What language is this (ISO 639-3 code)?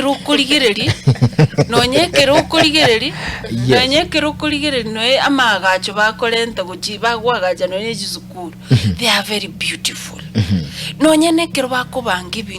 guz